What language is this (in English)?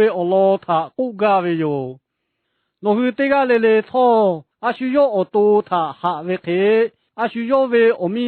Lahu